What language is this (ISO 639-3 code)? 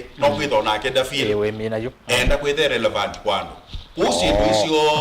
kam